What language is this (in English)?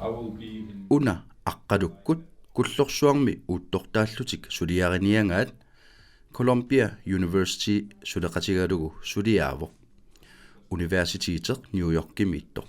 Kalaallisut